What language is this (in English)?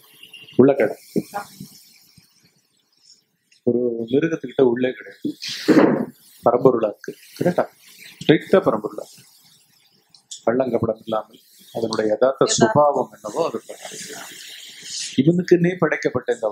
Tamil